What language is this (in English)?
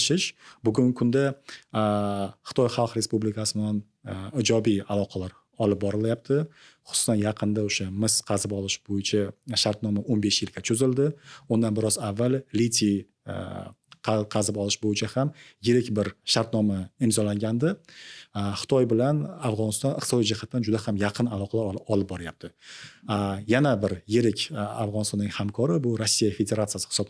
Uzbek